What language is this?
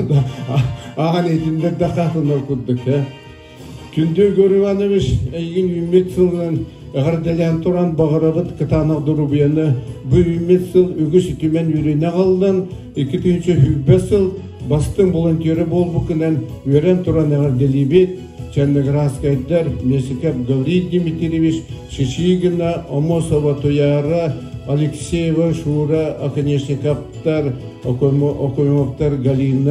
Yakut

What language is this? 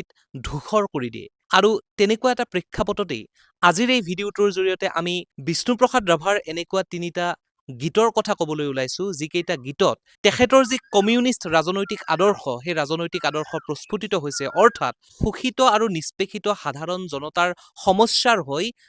Assamese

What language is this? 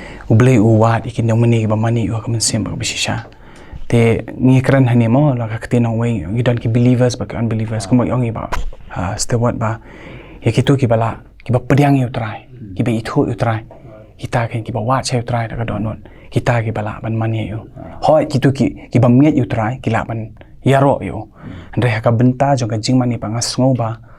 Khasi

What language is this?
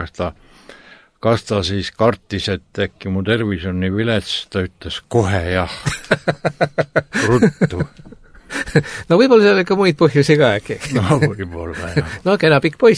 Estonian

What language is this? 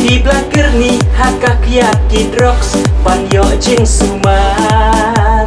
Khasi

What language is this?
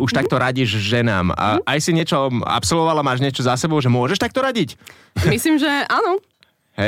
Slovak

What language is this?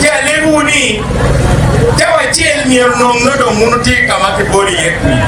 Acoli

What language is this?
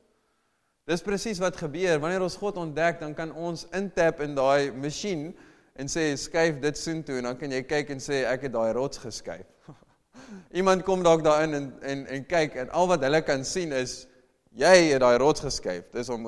Afrikaans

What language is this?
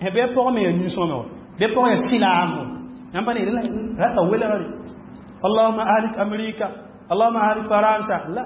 Mossi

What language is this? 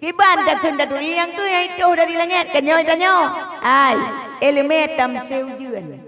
Achinese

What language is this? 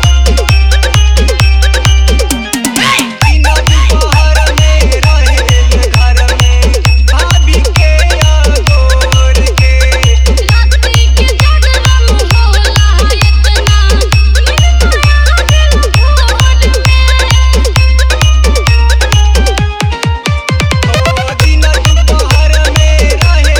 Bhojpuri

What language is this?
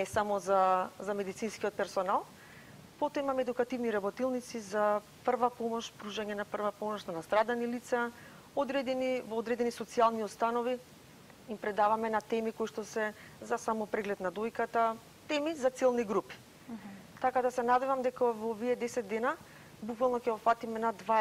Macedonian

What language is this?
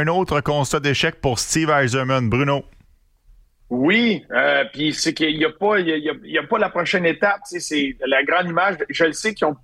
French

